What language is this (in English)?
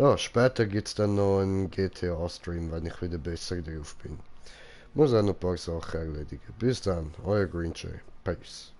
Swiss German